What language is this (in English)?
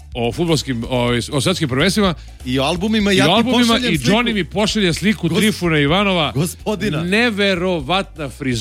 Serbian